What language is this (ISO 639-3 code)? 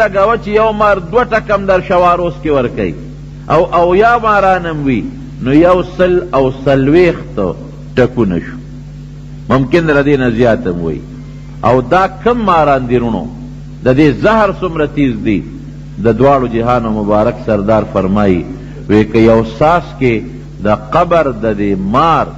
pus